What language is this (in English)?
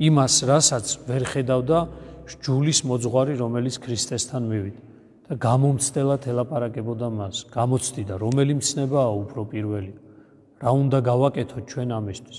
Georgian